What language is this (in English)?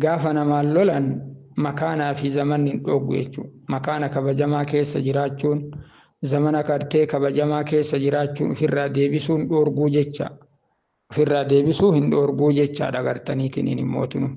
Oromo